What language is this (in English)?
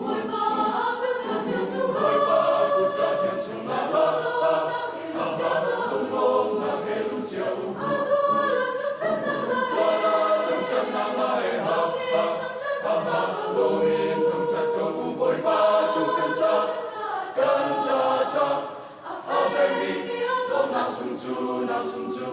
Hakha Chin